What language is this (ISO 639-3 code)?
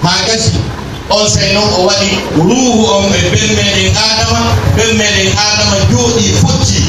fuf